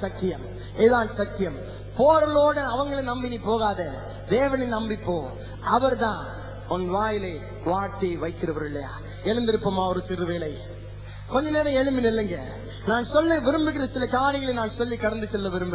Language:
Tamil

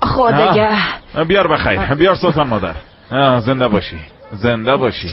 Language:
Tajik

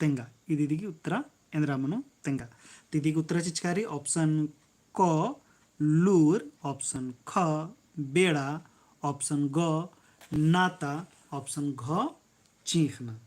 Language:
Kurukh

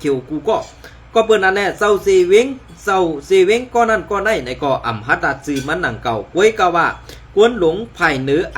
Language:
Shan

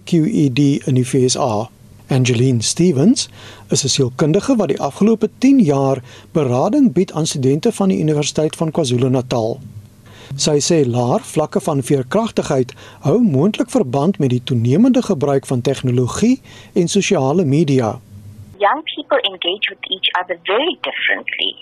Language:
Afrikaans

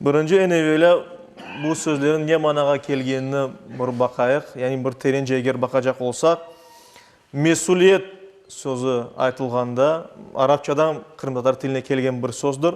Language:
Crimean Tatar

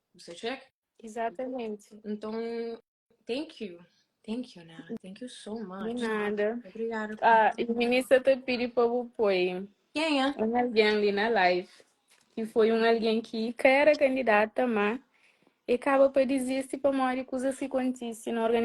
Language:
Kabuverdianu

